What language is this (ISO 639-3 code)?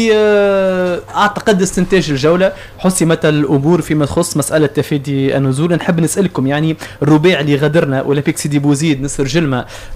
aeb